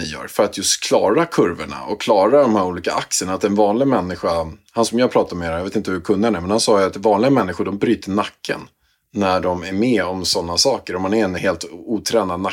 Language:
Swedish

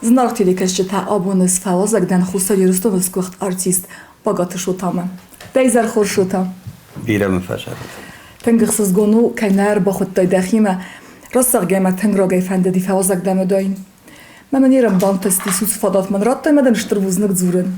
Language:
Ossetic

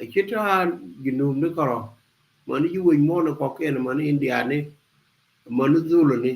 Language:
Nuer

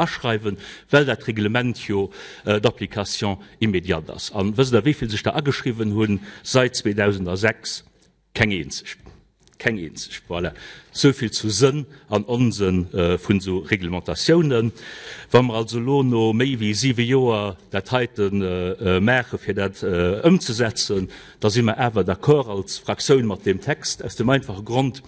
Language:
Luxembourgish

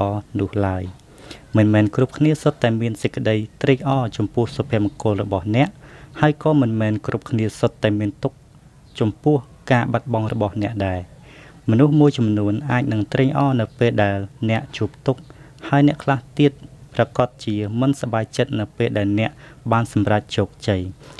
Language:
Khmer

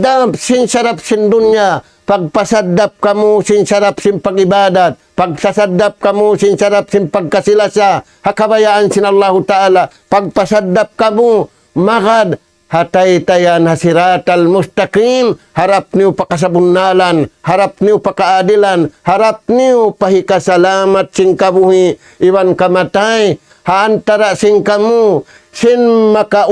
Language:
Tausug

